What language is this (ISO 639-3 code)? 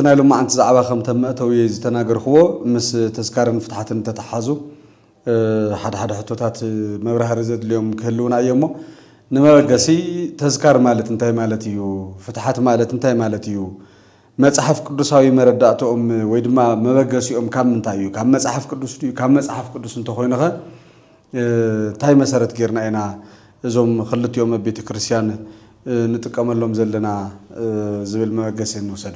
tir